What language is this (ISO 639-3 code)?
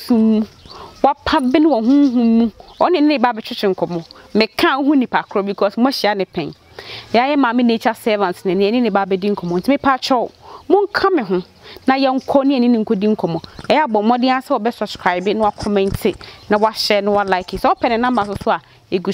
aka